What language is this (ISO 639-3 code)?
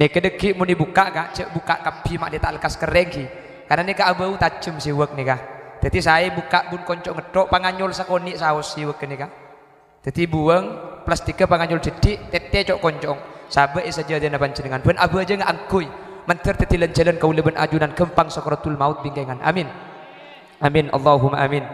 mad